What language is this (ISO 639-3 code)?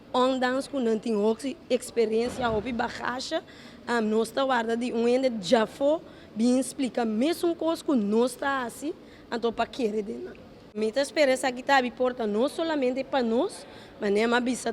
pap